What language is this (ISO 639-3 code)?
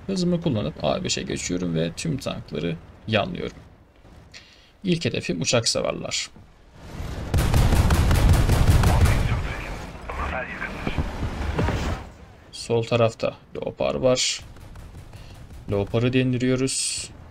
tur